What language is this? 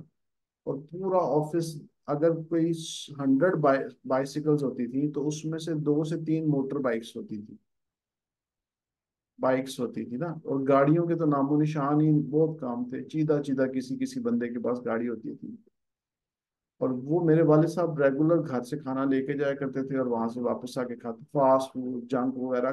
Hindi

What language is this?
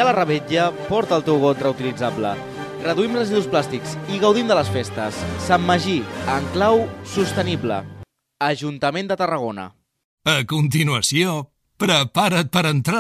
Catalan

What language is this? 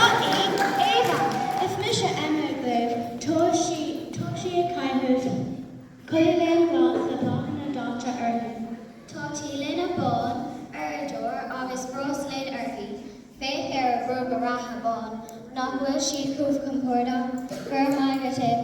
Irish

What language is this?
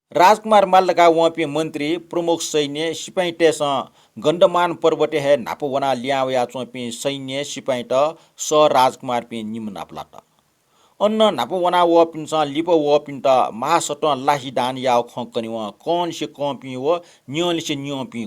Newari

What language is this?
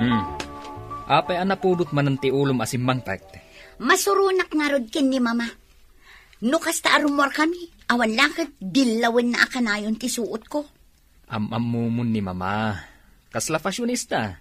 Iloko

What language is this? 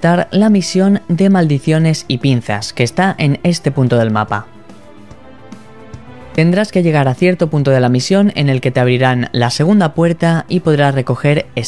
Spanish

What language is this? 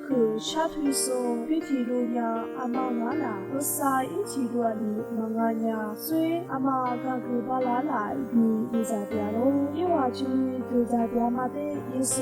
Lisu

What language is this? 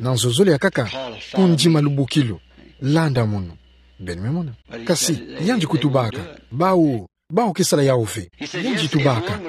Kituba (Democratic Republic of Congo)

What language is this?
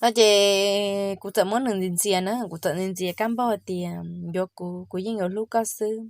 Hmong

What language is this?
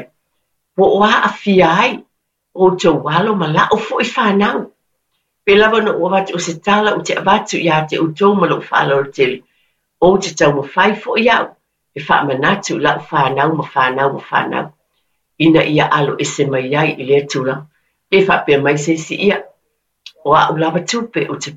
Samoan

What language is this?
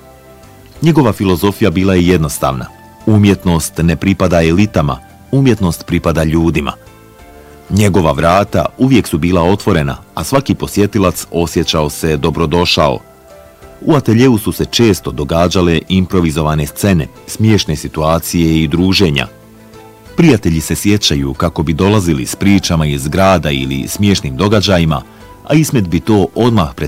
Bosnian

